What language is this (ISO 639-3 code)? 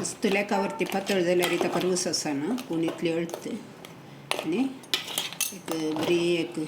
kok